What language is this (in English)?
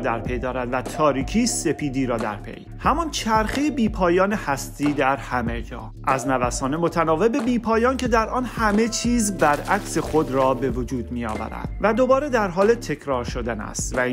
Persian